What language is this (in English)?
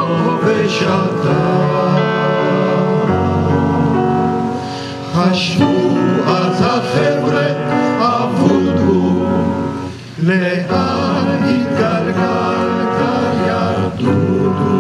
Hebrew